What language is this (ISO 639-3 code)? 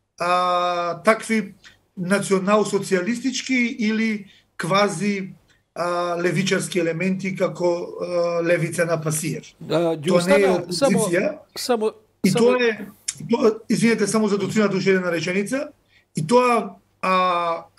mkd